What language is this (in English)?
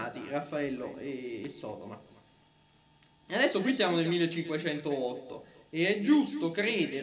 Italian